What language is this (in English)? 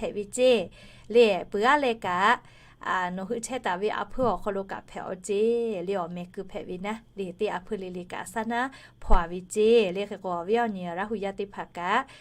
Lahu